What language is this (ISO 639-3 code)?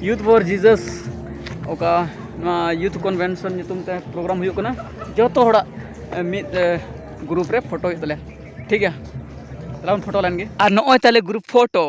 sat